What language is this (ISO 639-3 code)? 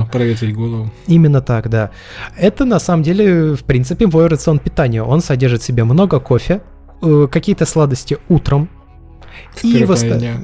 rus